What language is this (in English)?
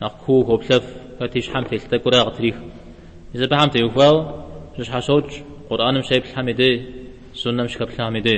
Kabardian